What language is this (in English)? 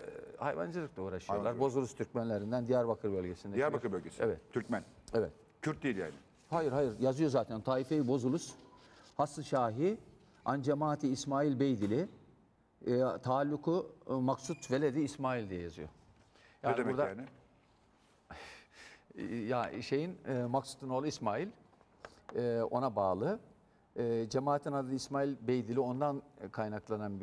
Turkish